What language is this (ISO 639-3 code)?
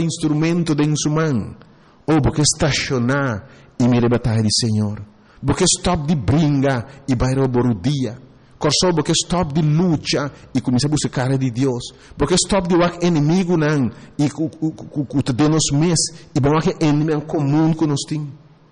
pap